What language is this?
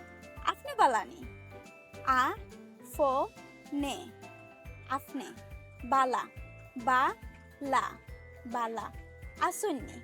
Sylheti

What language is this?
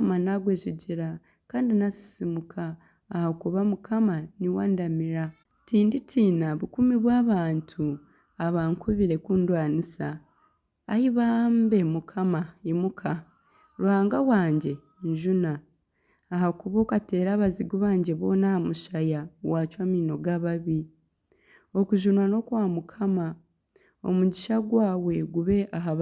Nyankole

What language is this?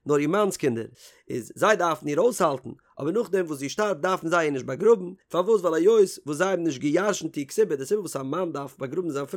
Yiddish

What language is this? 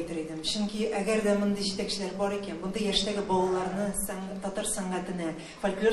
Tatar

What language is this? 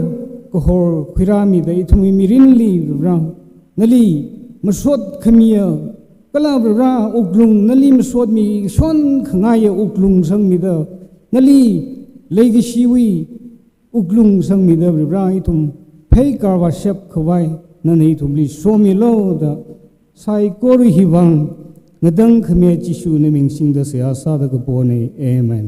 Tangkhul Naga (India)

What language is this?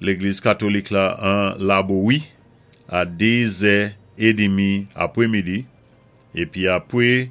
Saint Lucian Creole French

